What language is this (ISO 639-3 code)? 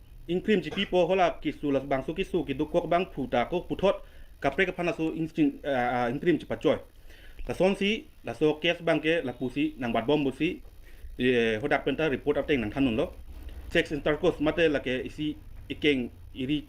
mjw